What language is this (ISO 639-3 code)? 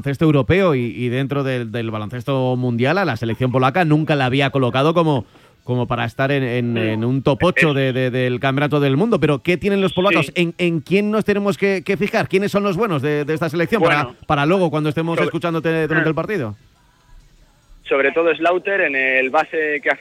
spa